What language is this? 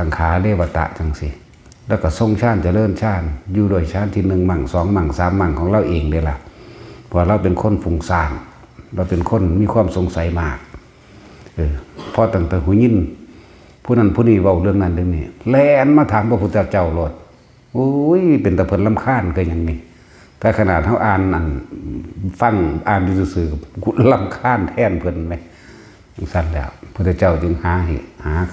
Northeastern Thai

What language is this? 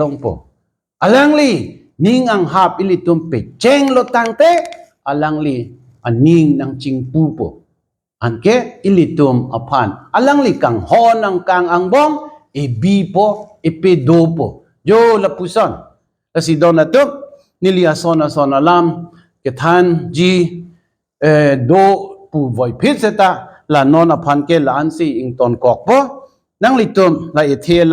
Karbi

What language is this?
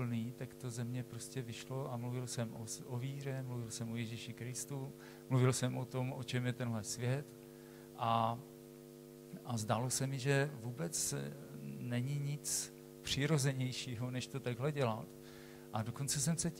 Czech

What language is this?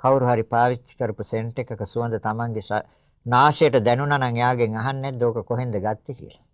Sinhala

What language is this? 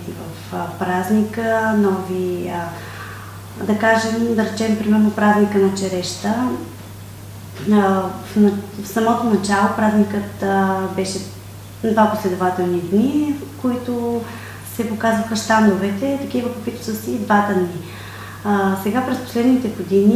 Bulgarian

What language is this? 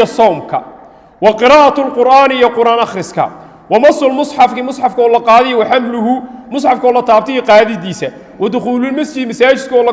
Somali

